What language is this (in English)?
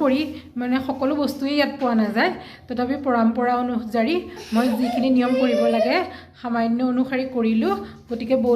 Assamese